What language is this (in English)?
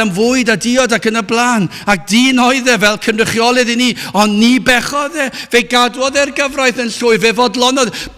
Welsh